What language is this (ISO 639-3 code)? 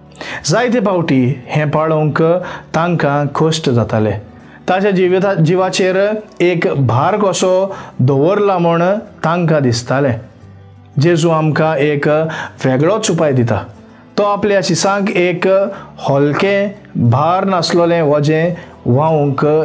kok